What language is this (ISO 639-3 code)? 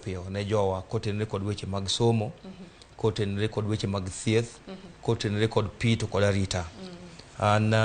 luo